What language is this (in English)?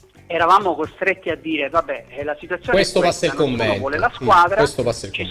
Italian